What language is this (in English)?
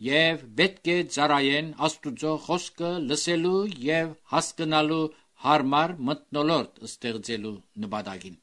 Armenian